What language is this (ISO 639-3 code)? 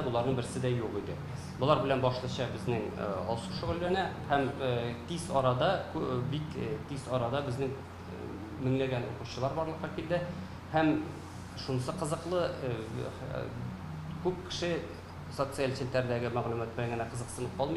tat